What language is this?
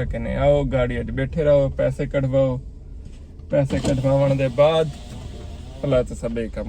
Saraiki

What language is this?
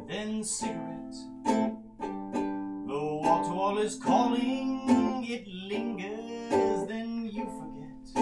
English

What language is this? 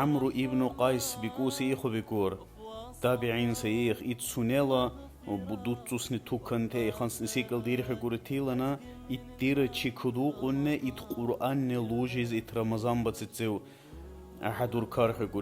Dargwa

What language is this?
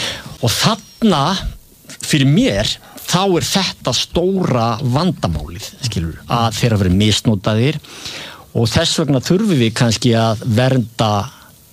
Icelandic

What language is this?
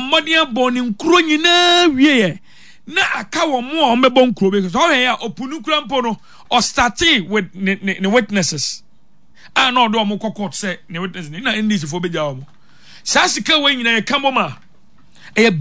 Akan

